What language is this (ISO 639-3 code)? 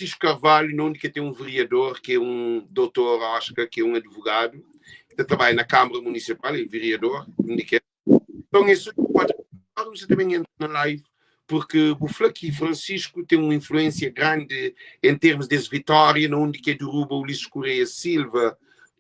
kea